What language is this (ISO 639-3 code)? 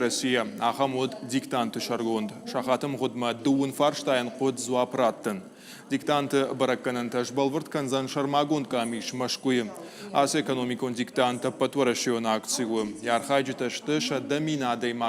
oss